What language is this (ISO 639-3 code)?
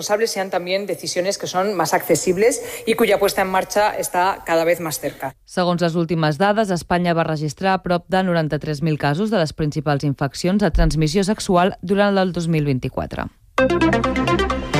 cat